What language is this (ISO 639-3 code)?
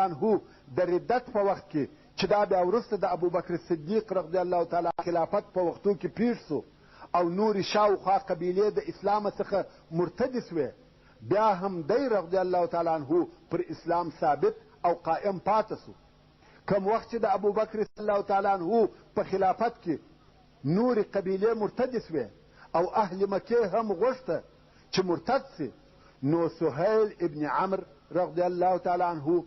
pus